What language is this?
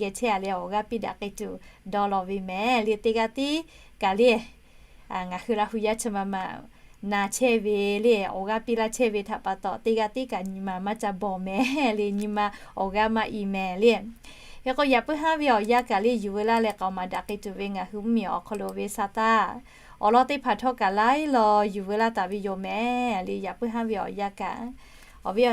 Lahu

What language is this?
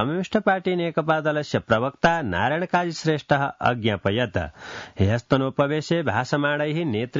Sanskrit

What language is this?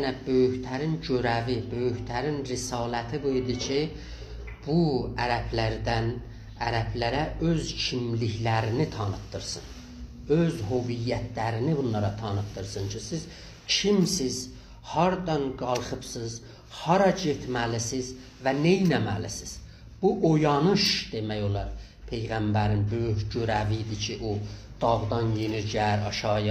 South Azerbaijani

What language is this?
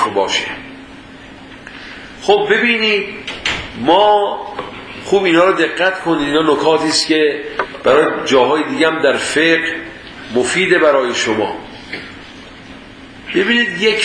Persian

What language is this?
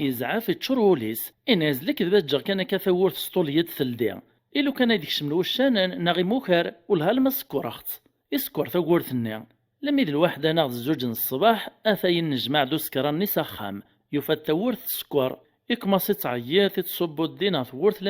Kabyle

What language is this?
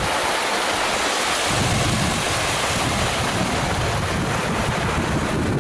Italian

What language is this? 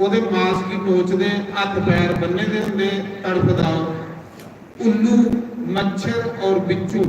Dogri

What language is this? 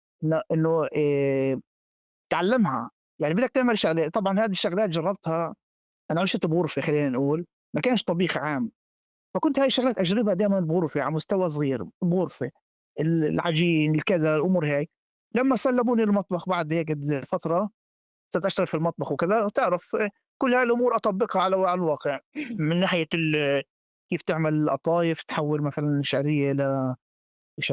North Levantine Arabic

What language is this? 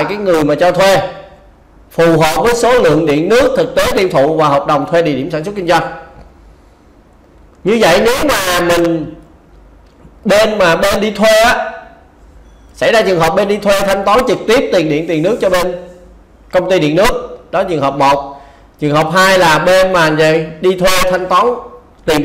Vietnamese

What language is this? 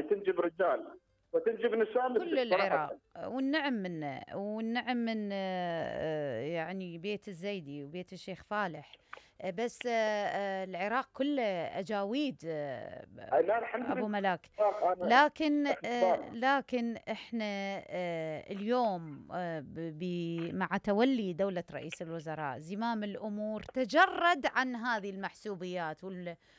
Mesopotamian Arabic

